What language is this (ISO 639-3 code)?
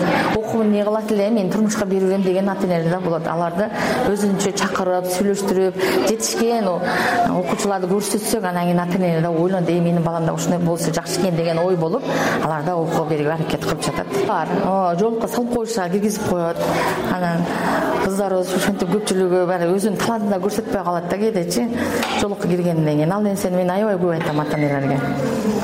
kir